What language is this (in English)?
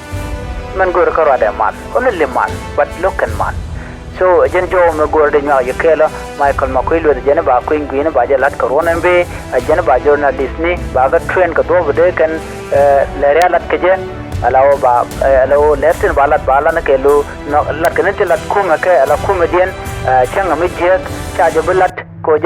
Nuer